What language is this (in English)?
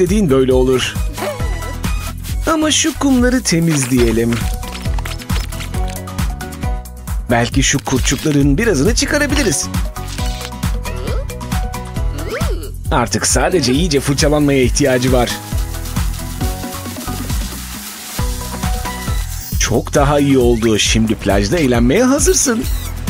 Turkish